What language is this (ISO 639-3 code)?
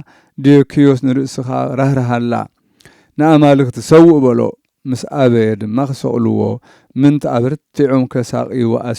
tir